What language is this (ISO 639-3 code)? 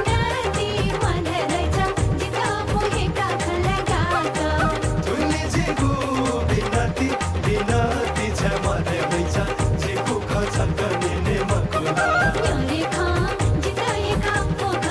new